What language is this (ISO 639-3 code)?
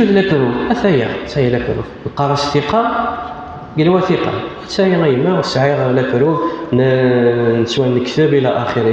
kab